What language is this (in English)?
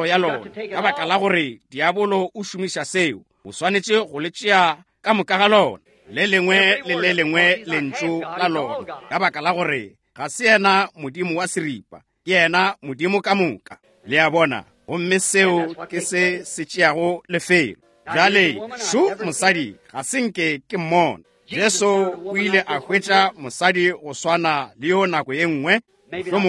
Northern Sotho